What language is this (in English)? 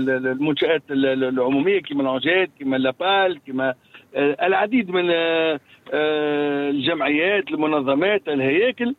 Tunisian Arabic